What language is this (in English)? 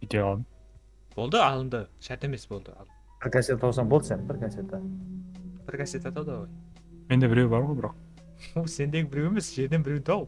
Kara-Kalpak